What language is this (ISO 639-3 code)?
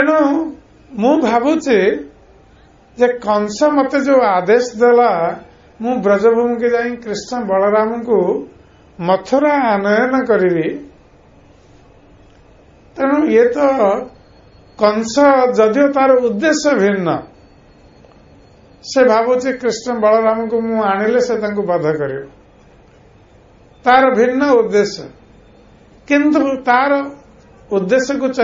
ori